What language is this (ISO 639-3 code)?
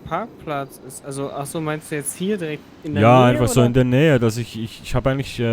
gsw